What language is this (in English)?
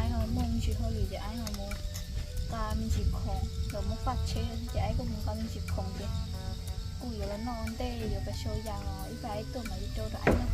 Hmong